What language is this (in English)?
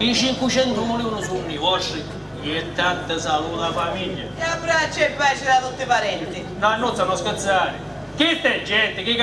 Sicilian